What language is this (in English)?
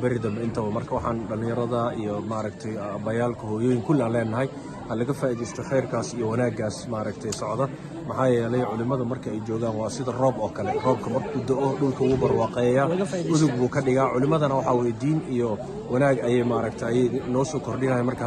Somali